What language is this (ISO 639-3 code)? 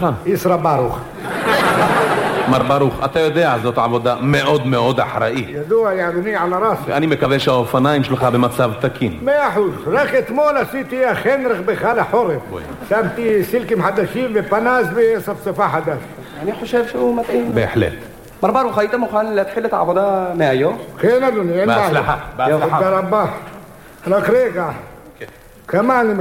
heb